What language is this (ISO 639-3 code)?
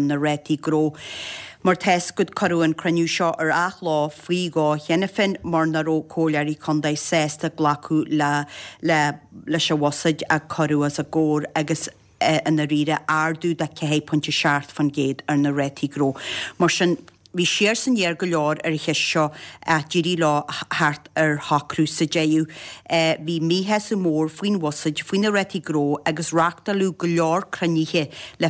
gle